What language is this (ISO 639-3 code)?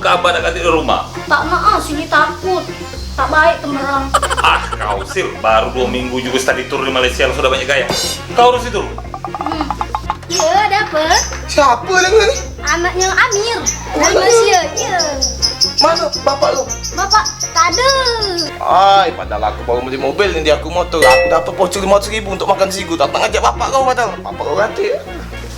mui